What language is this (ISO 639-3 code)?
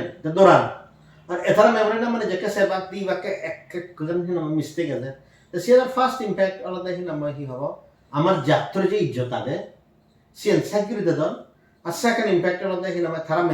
ccp